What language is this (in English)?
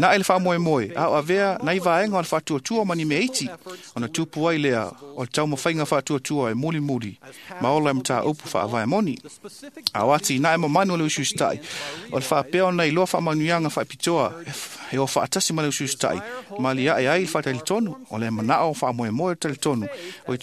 Samoan